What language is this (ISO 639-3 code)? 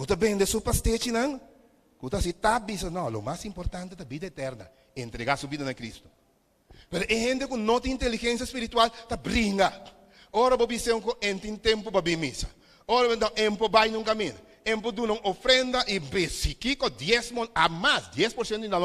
pap